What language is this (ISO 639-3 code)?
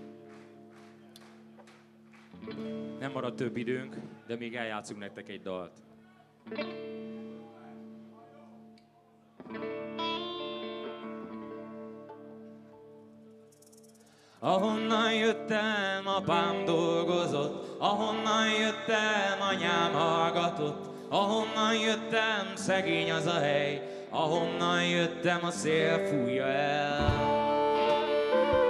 hun